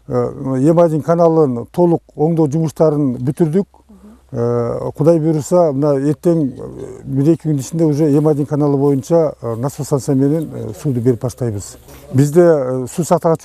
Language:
Kyrgyz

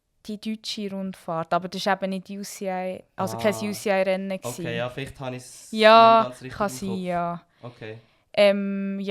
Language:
Swiss German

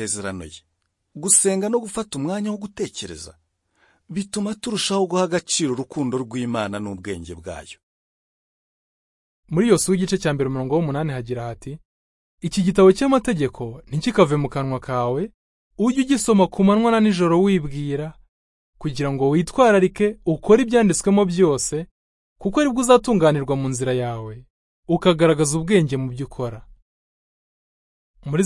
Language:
Kinyarwanda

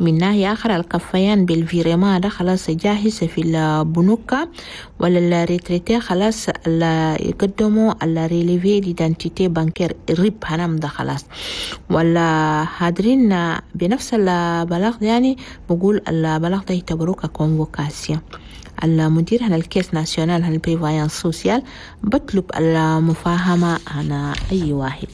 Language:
Chadian Arabic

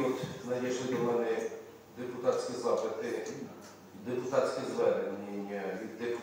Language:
Ukrainian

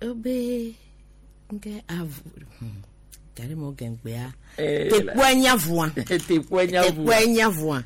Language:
Gen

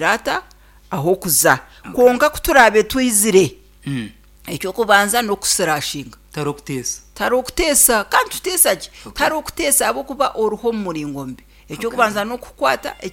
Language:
Nyankole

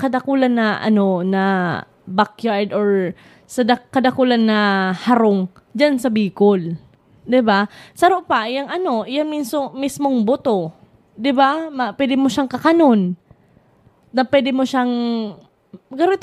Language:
Bikol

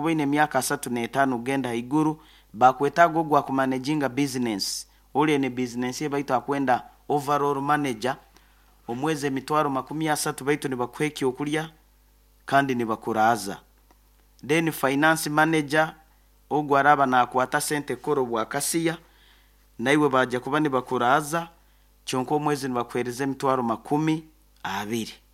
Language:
Nyoro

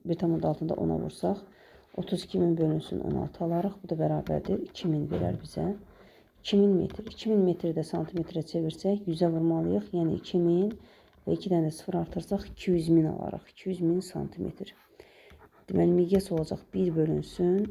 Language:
Azerbaijani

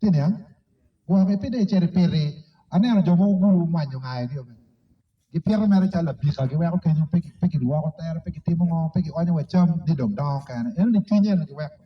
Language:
Acoli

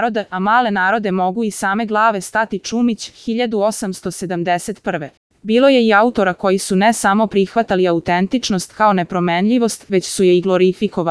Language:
Serbian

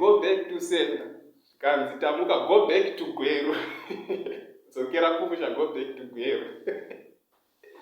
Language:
Shona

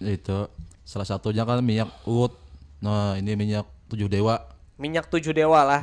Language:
Banjar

